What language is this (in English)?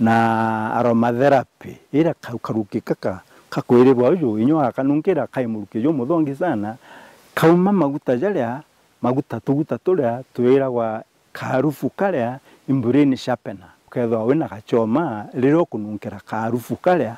Meru